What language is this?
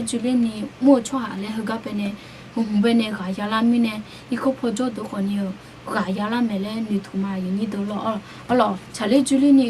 Akha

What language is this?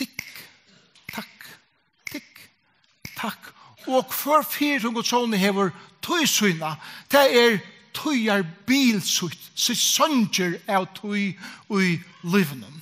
Faroese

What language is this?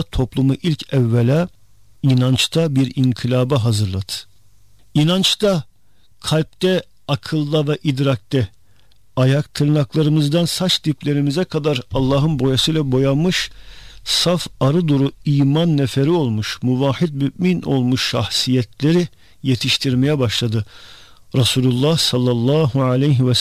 Turkish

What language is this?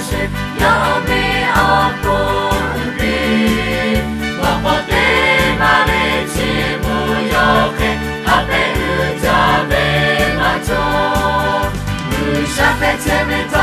Lahu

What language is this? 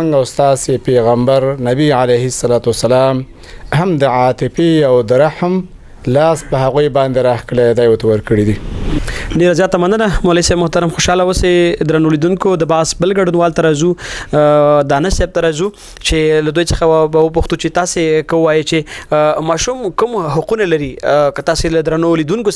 Pashto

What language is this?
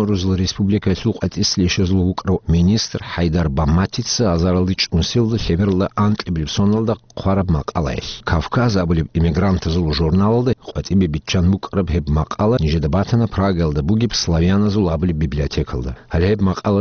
Avaric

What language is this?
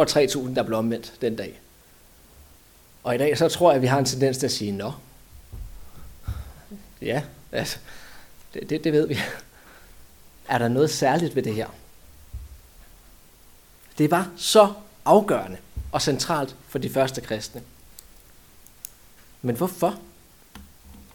Danish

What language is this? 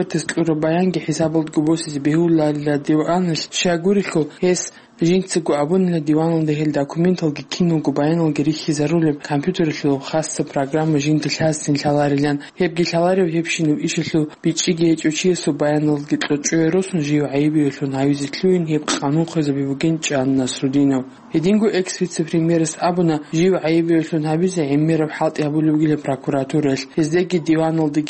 Avaric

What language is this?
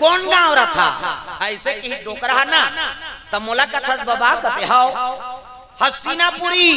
Chhattisgarhi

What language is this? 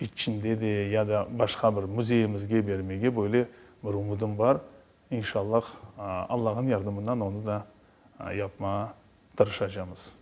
Crimean Tatar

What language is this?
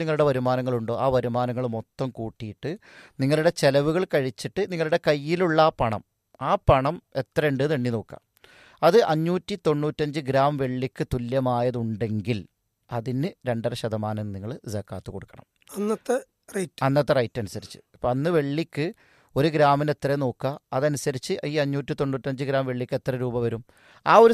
Malayalam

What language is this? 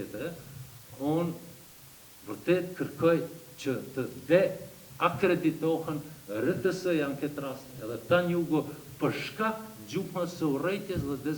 Albanian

